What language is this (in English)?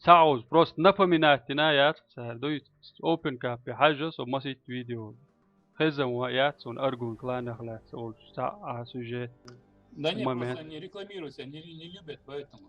Chechen